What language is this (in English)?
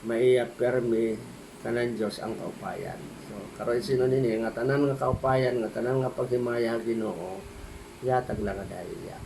Waray